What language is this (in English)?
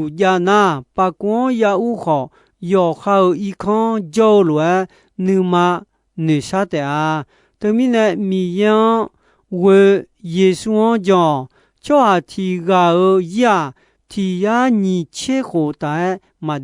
Akha